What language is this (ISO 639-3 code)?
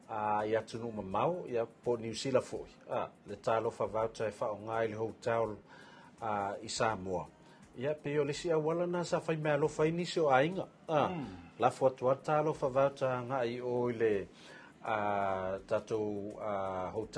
smo